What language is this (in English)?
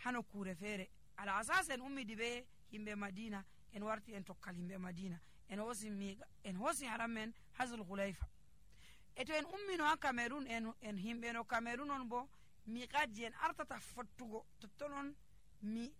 Nigerian Fulfulde